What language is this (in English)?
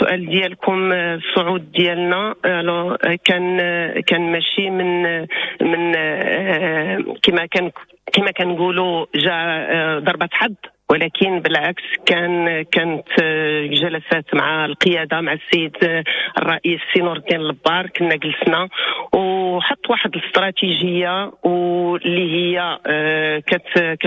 Moroccan Arabic